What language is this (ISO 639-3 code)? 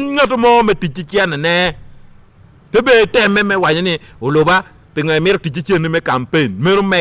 ach